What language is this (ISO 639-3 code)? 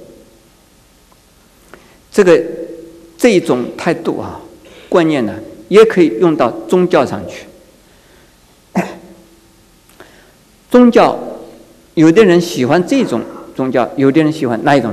zho